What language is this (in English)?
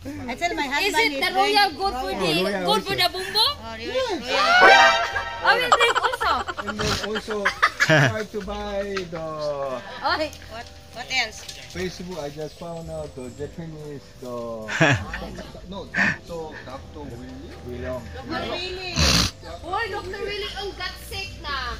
Cebuano